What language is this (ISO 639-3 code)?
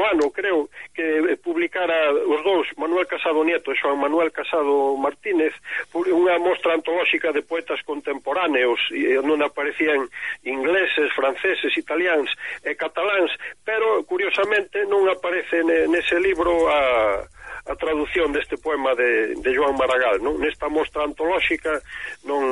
glg